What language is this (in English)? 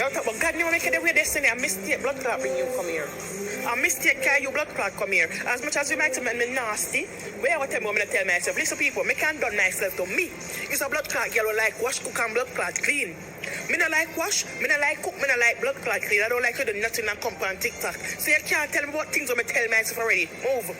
Jamaican Creole English